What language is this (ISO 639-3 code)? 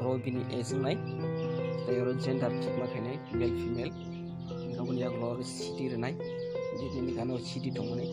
trp